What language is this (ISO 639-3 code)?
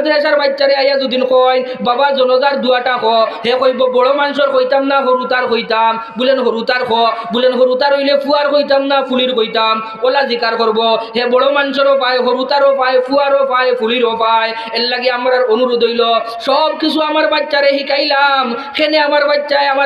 syl